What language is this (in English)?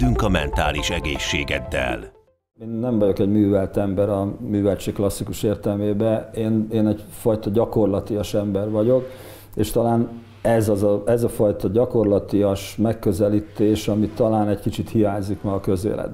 Hungarian